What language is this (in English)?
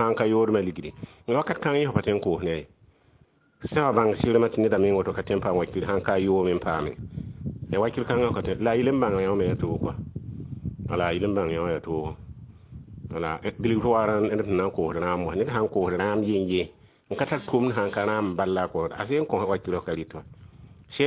Mossi